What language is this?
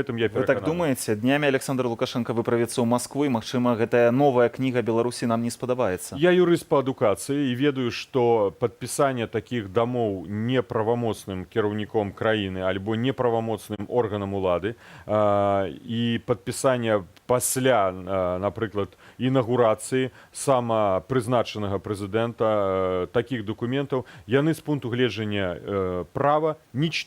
Belarusian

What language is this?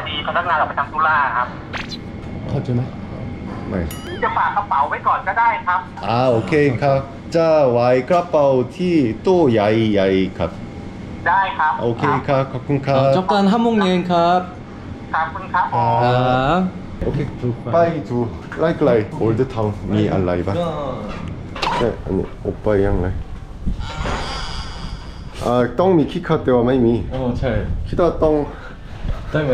Thai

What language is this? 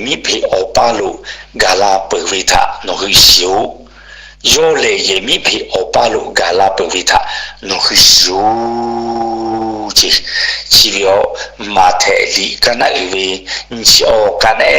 Lahu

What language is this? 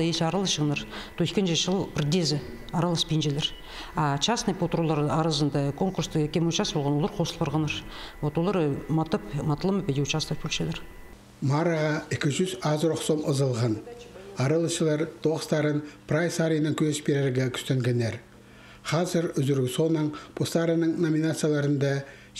Khakas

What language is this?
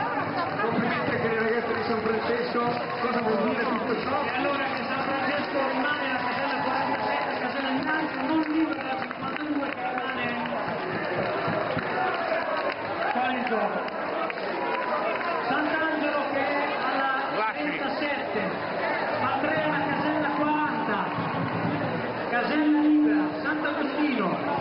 Italian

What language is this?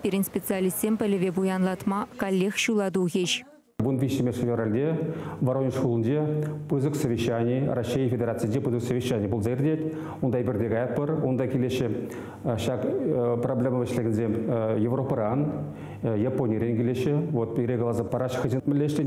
Chuvash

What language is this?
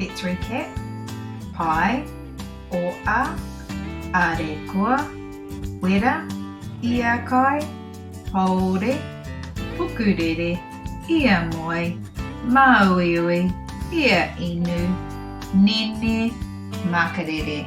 Māori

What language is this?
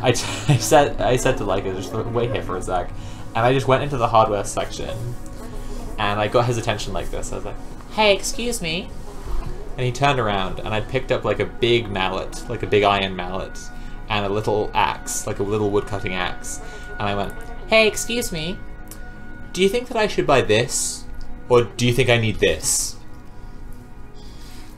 English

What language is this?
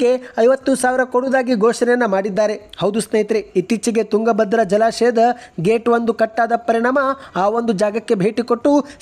Kannada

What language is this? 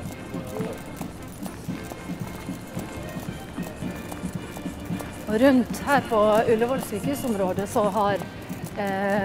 Norwegian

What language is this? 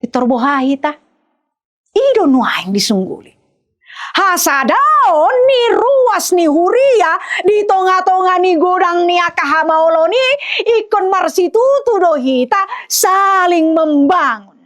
Batak Toba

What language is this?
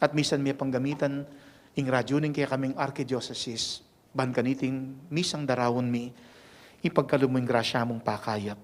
Pampanga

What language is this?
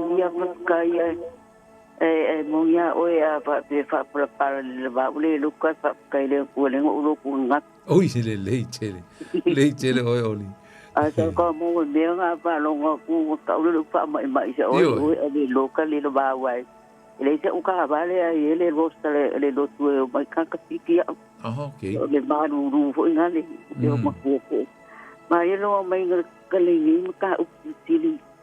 Samoan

